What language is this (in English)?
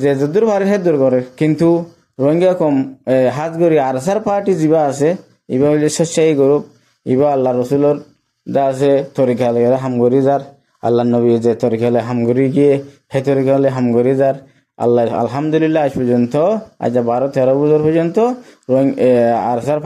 Rohingya